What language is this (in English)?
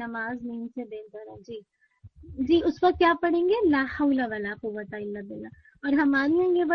Urdu